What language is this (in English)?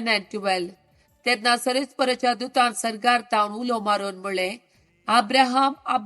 Konkani